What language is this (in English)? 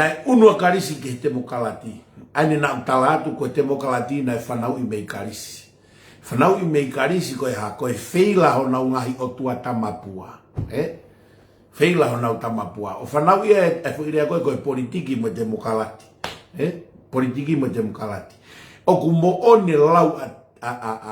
Tongan